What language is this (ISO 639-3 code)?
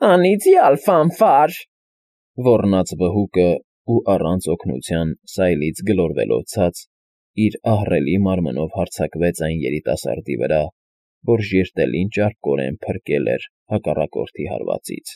hye